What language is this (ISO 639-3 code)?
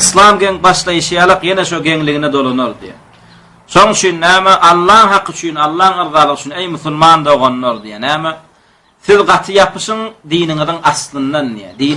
tuk